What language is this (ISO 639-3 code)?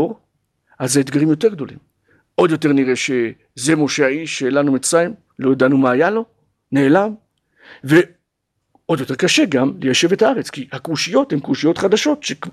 heb